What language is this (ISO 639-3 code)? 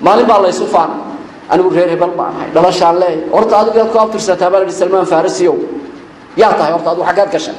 som